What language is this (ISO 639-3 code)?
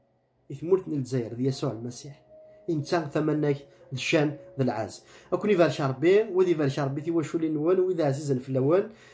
kab